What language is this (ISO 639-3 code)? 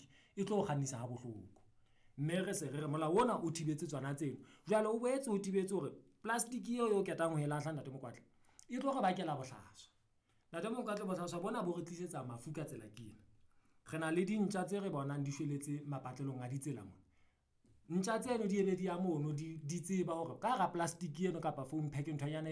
sot